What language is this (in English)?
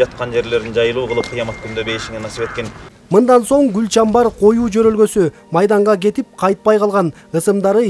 Kyrgyz